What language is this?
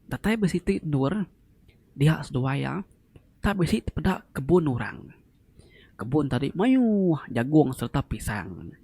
Iban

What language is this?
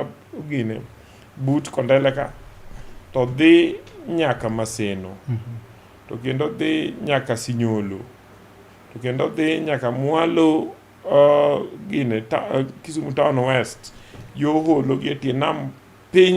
Luo (Kenya and Tanzania)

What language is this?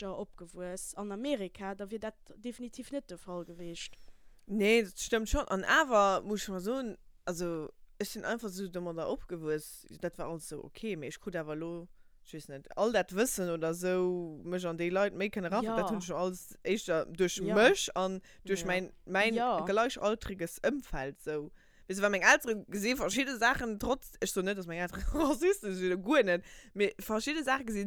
Luxembourgish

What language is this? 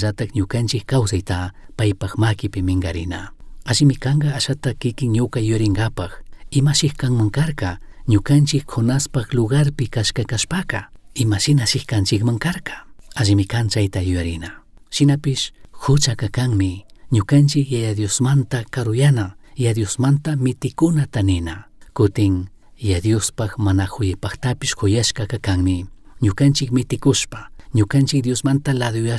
Chimborazo Highland Quichua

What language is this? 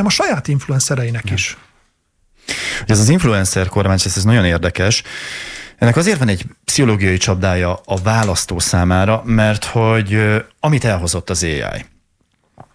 Hungarian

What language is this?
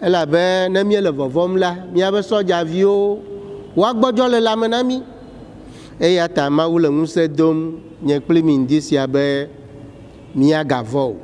Ewe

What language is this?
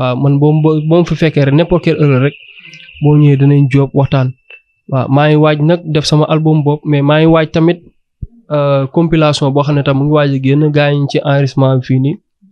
Wolof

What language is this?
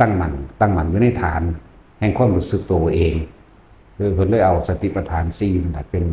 Lao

